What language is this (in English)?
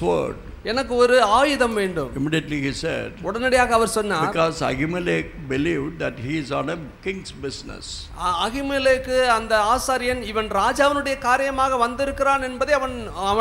Tamil